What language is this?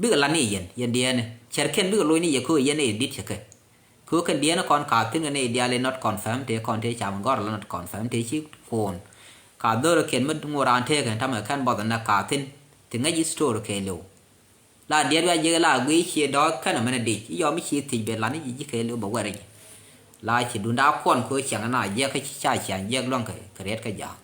Nuer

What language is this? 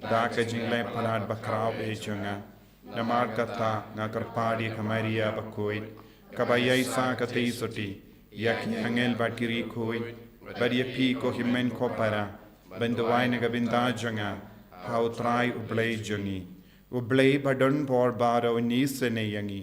Khasi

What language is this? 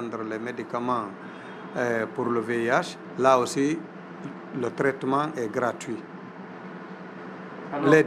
French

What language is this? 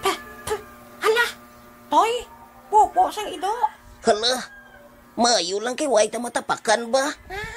Hiligaynon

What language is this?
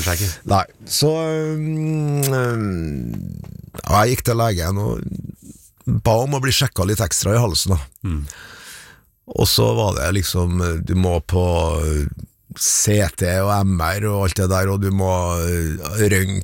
Norwegian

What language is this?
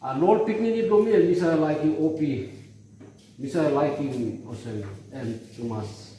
Tok Pisin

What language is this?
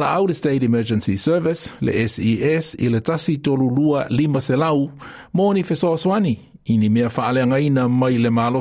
Samoan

